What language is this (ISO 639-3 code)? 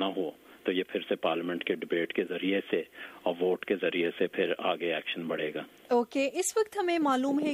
urd